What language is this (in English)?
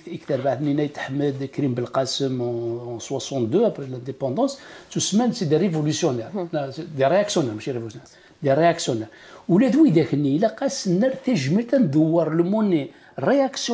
Kabyle